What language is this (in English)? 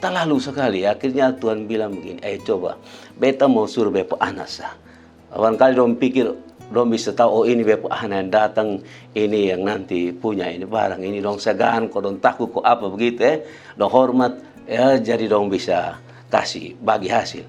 Kupang Malay